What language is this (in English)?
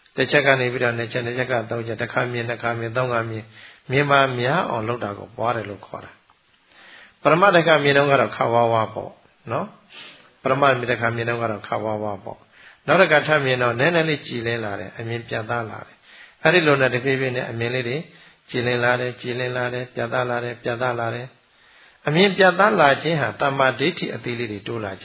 Burmese